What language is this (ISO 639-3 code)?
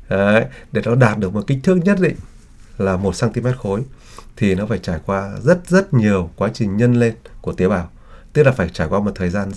vie